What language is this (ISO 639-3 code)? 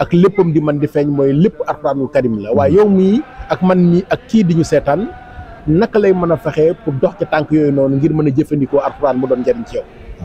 wol